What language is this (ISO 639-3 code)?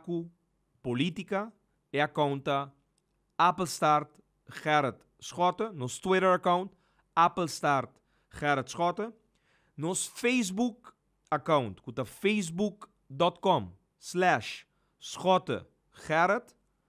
pap